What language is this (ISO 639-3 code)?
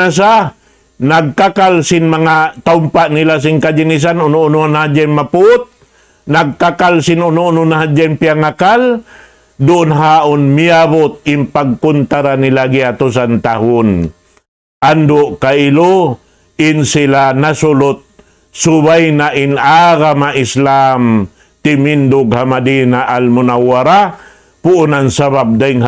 tsg